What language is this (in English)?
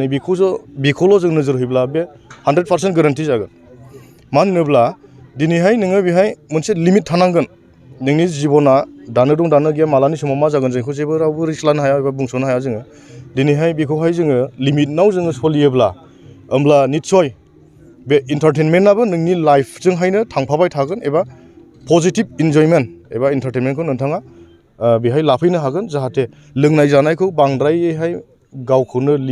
Bodo